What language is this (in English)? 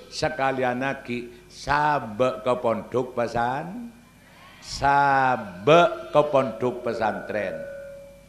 Madurese